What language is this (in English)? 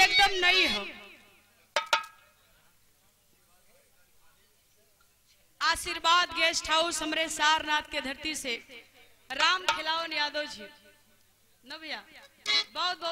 Bhojpuri